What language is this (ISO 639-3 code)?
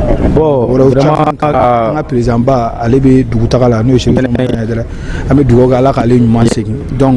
bam